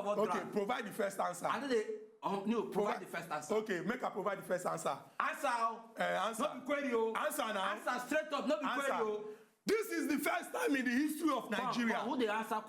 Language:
Nigerian Pidgin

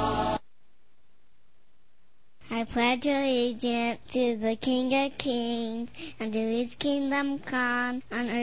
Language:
English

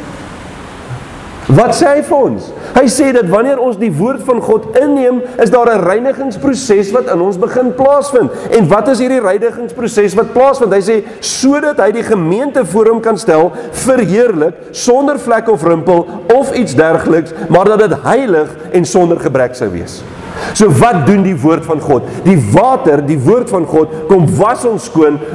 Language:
Afrikaans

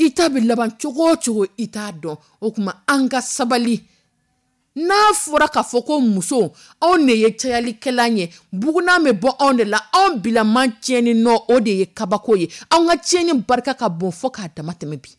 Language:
Dyula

